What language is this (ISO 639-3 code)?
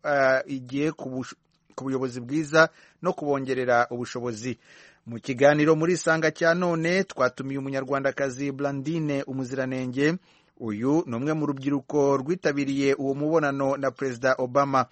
kin